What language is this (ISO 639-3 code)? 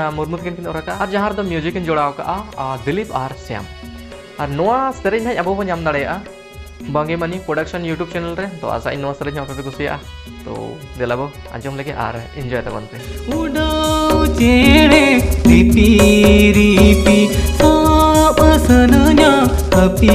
sat